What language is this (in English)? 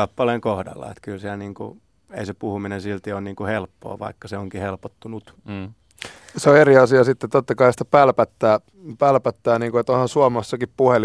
Finnish